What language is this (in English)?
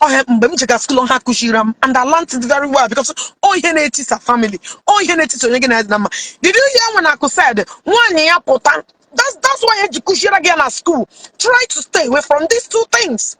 Igbo